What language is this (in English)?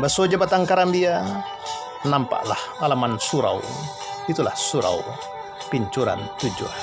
Minangkabau